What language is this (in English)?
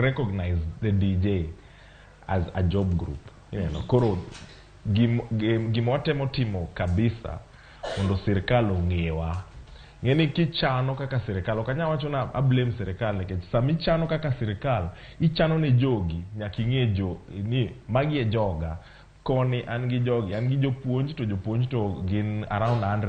Luo (Kenya and Tanzania)